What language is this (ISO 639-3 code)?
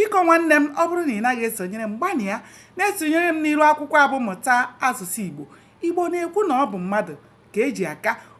ibo